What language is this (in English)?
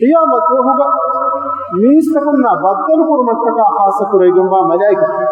Divehi